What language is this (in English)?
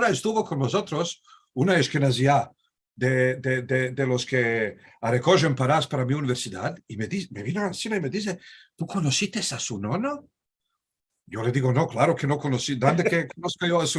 Ladino